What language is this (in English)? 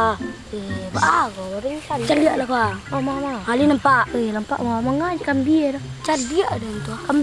Minangkabau